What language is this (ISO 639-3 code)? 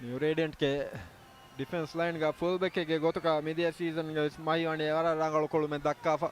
div